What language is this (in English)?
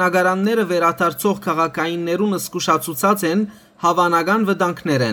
Western Armenian